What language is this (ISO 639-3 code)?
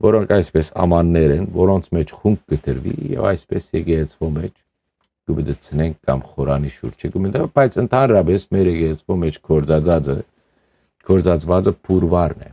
hyw